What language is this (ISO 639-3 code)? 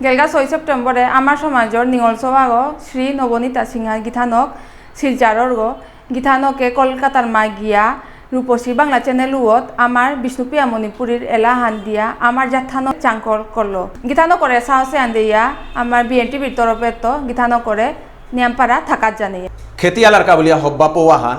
bpy